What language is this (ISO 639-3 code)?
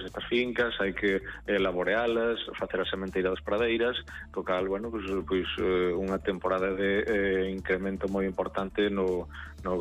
glg